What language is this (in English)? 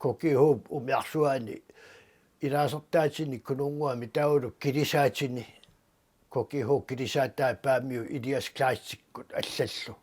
Kalaallisut